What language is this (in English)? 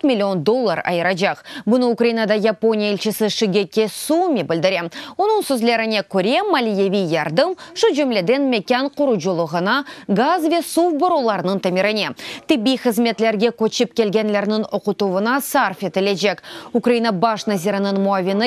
Crimean Tatar